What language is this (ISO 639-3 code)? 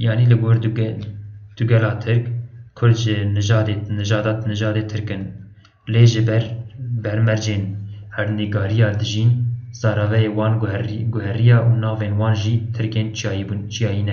kur